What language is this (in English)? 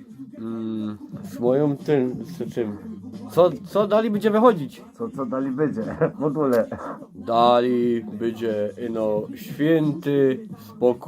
Silesian